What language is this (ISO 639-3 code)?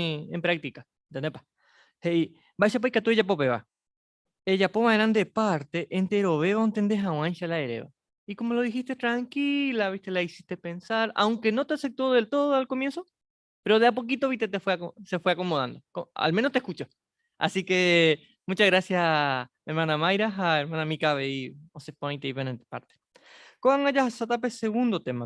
grn